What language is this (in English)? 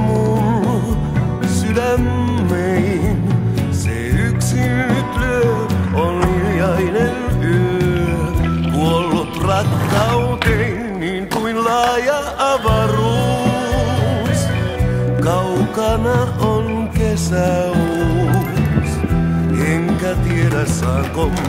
Finnish